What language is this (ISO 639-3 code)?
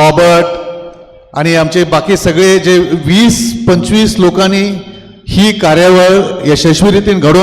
kok